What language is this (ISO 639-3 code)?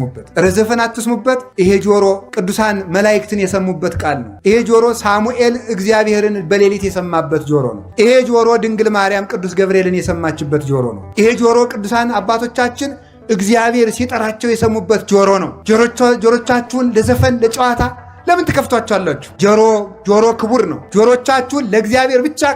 amh